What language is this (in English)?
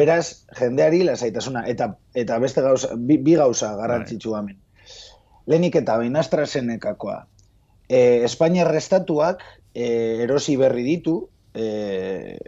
Basque